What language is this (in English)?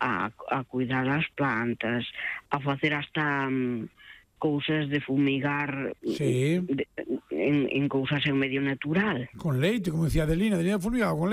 Galician